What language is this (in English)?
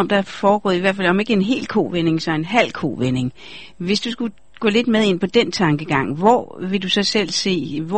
Danish